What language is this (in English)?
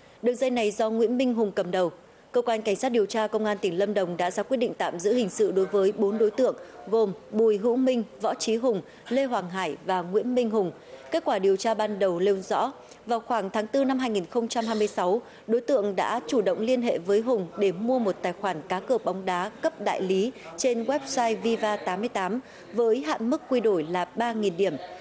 Vietnamese